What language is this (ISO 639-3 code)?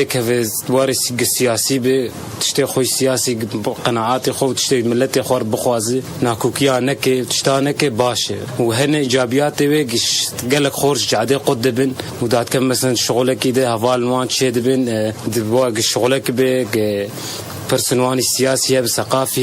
kur